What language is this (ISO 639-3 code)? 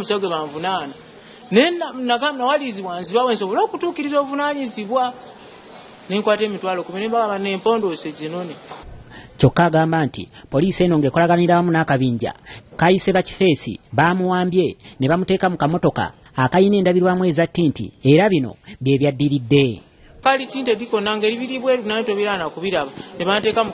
lug